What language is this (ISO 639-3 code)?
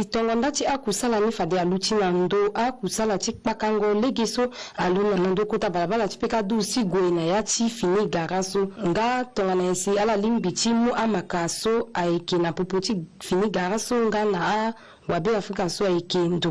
sag